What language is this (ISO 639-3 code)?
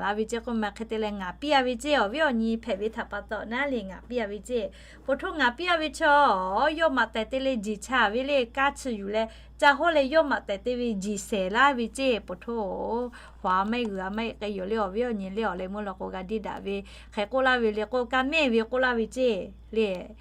lhu